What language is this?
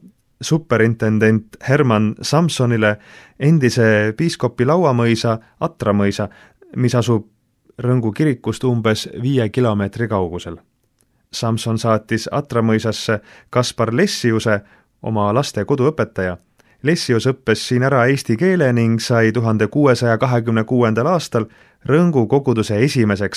Estonian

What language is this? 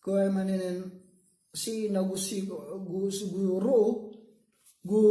Maranao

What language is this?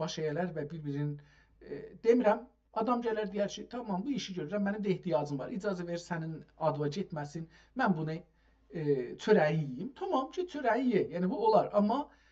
South Azerbaijani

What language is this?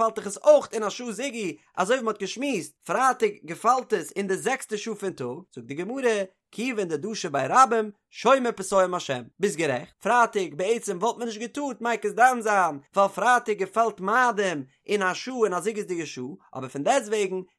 Yiddish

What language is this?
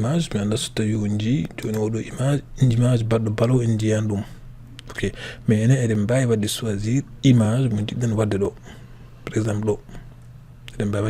Fula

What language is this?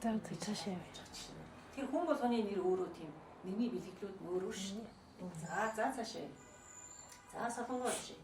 Mongolian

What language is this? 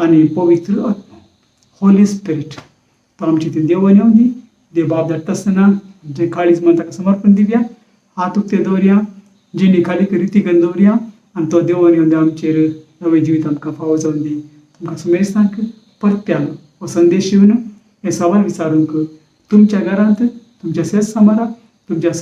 Konkani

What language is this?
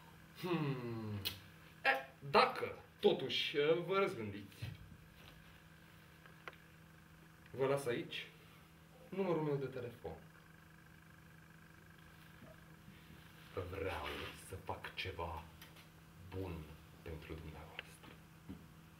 Romanian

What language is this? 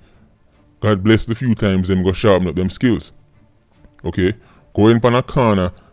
Jamaican Creole English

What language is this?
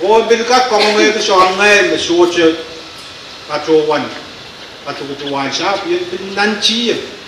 Pohnpeian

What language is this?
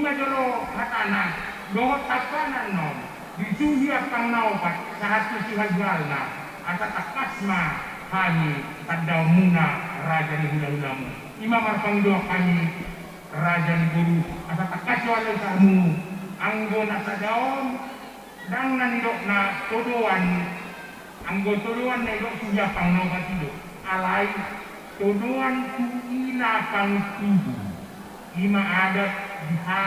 Batak Toba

